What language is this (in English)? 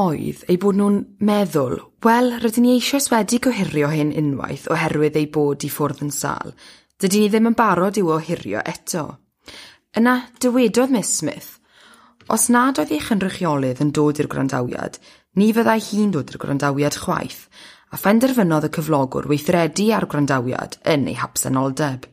Welsh